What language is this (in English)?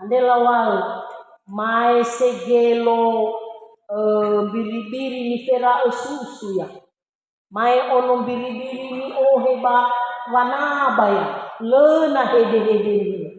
Nias